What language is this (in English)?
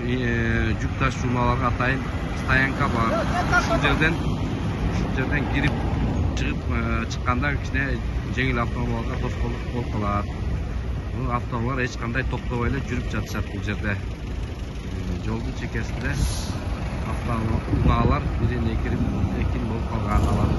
Kyrgyz